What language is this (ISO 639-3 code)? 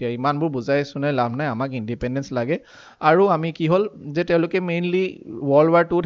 asm